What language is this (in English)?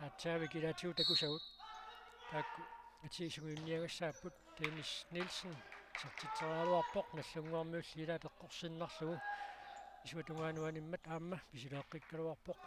Kalaallisut